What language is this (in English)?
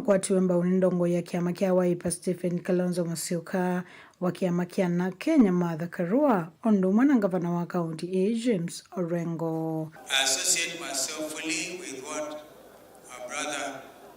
Kamba